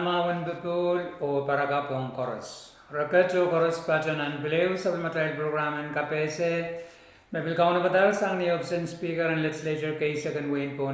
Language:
Pohnpeian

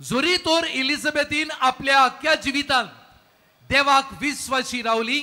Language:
Konkani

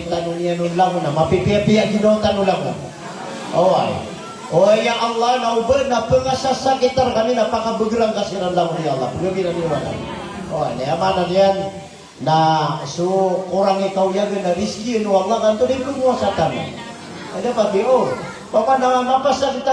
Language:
Maranao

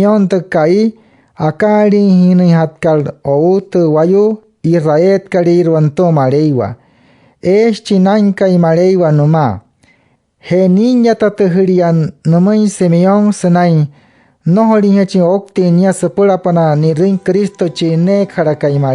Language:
Wayuu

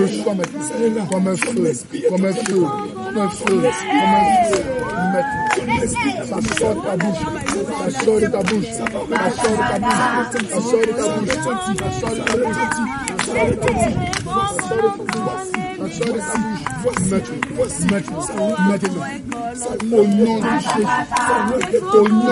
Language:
French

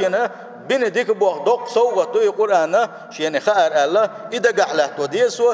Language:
Chechen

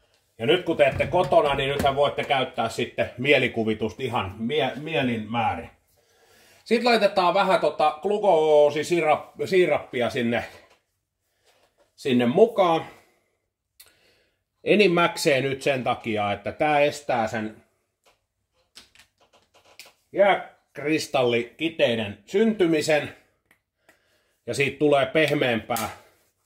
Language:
Finnish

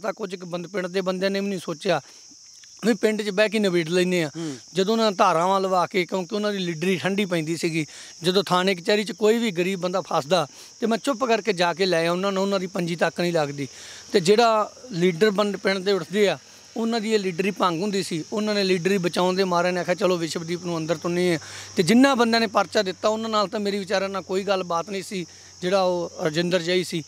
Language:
Punjabi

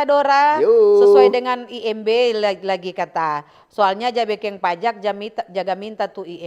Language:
Manado Malay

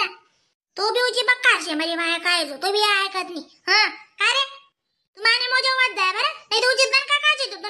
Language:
Khandesi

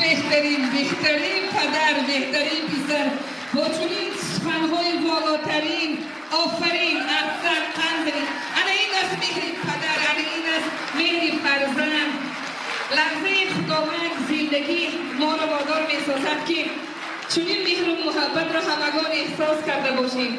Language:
Tajik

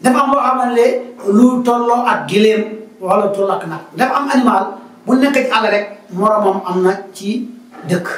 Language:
Wolof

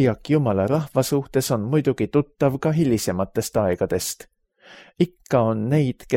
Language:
Estonian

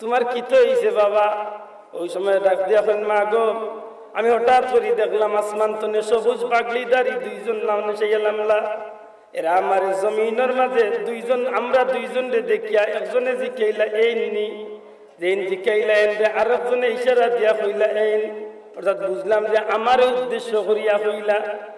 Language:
Sylheti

